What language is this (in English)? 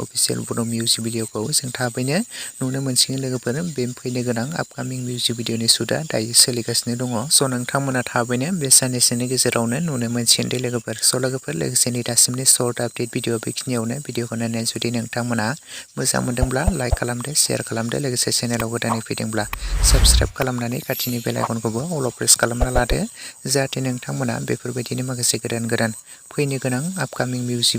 Bodo